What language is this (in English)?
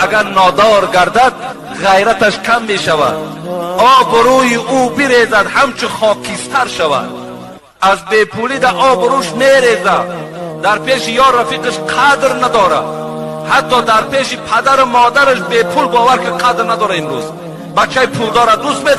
Tajik